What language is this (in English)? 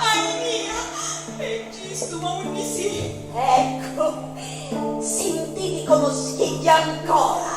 Sicilian